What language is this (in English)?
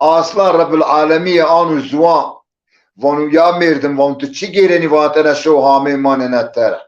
Zaza